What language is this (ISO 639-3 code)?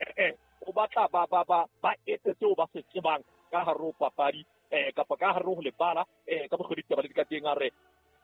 sot